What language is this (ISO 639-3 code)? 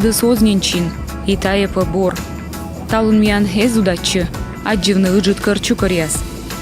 kom